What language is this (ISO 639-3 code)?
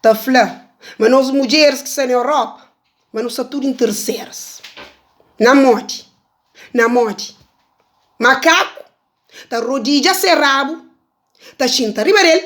kea